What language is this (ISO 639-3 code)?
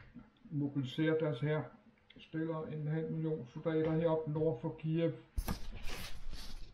dan